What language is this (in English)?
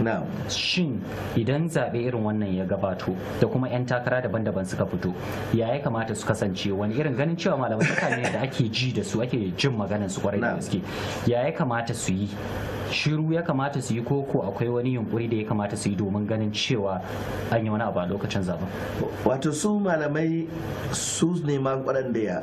Hausa